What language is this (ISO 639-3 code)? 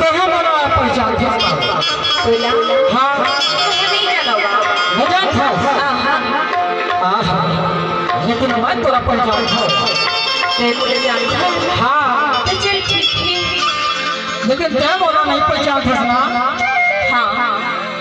hne